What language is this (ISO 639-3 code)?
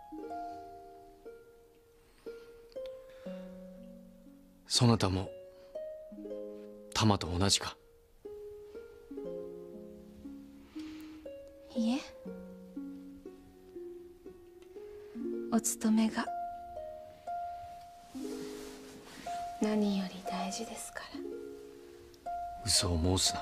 jpn